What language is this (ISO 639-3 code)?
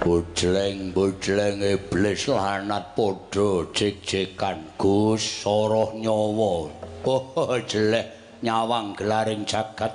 jav